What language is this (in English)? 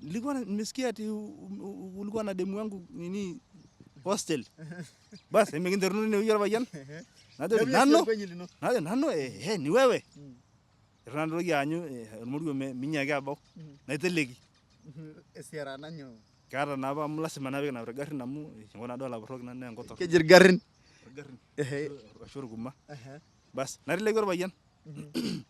Masai